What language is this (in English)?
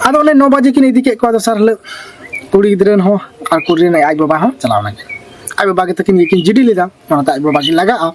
Santali